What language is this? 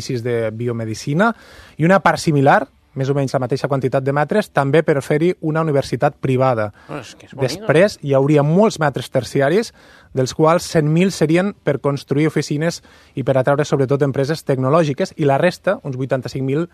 Catalan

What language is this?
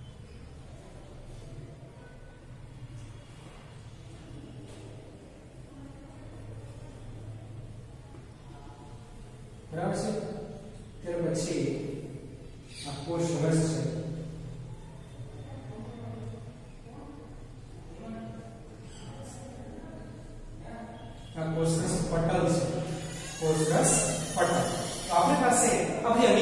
Gujarati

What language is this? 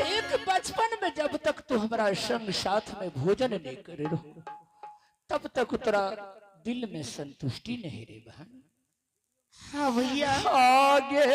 Angika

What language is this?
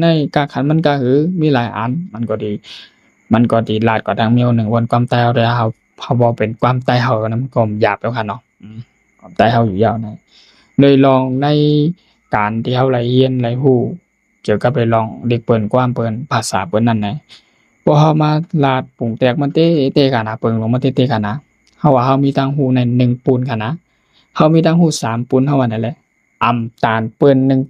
Shan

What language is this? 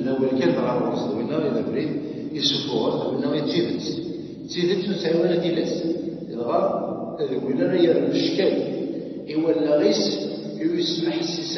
Kabyle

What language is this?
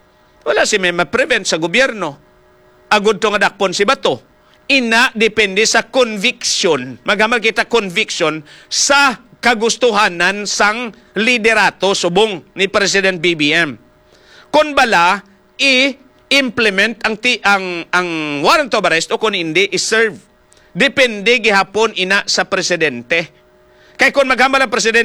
Hiligaynon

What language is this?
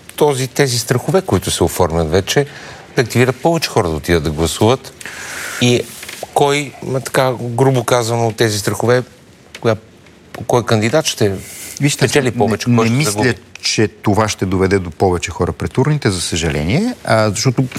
Bulgarian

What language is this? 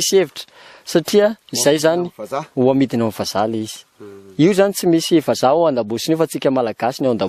Malagasy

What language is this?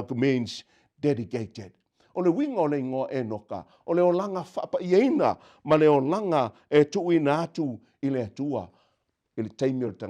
Samoan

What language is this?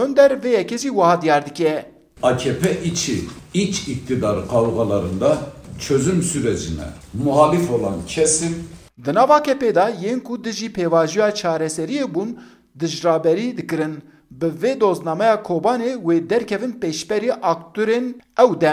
Kurdish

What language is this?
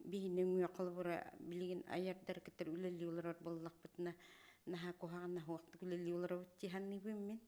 Yakut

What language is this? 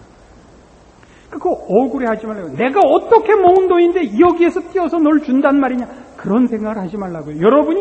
Korean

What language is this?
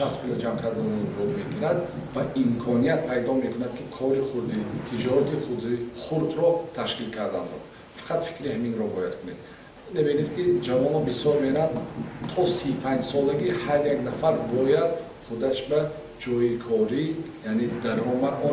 Tajik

